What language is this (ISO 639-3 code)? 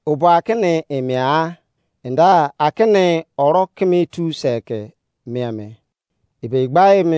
ijc